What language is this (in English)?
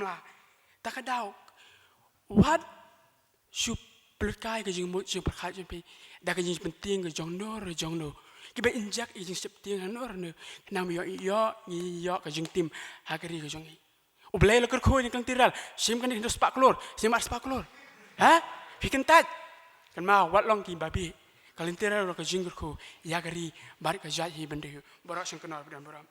Khasi